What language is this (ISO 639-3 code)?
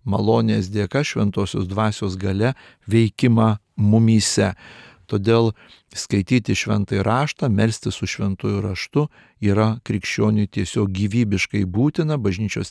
lit